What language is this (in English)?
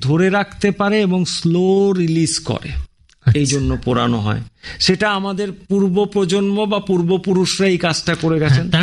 Bangla